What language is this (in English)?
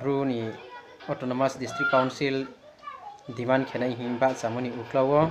Riang (India)